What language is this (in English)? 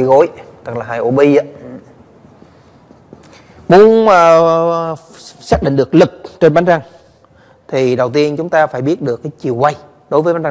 Vietnamese